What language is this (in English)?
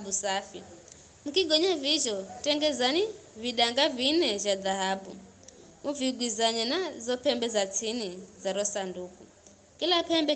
Giryama